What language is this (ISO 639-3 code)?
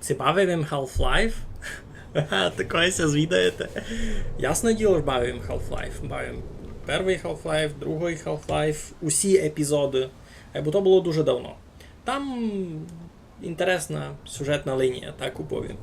rue